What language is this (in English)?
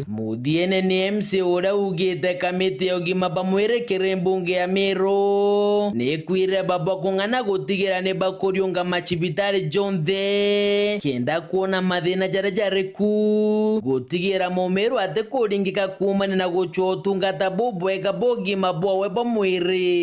Meru